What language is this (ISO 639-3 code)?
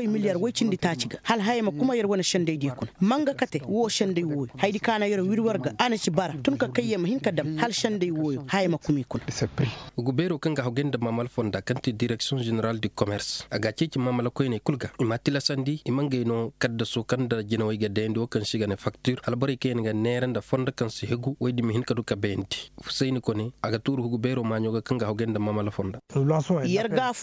ses